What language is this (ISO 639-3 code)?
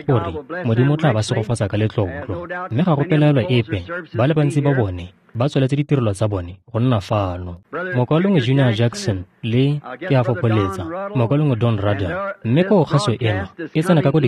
tsn